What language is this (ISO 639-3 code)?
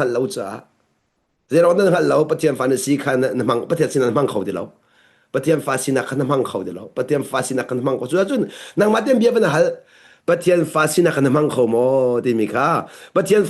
cnh